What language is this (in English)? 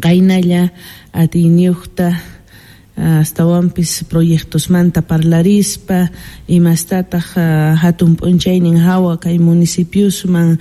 Quechua